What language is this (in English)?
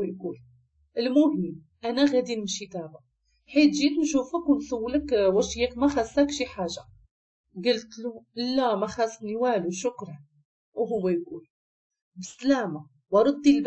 Moroccan Arabic